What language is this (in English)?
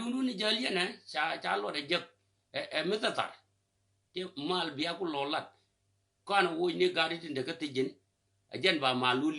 Nuer